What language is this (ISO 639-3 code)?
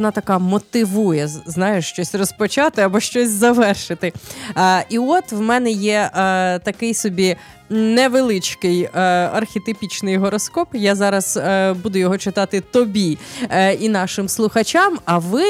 ukr